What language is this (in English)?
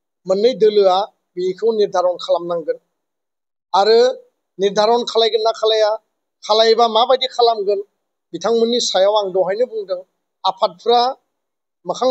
Bodo